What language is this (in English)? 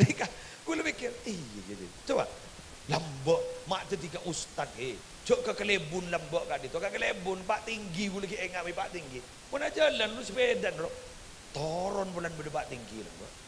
Madurese